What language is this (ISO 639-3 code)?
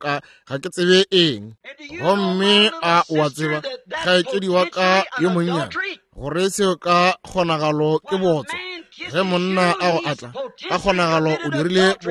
nso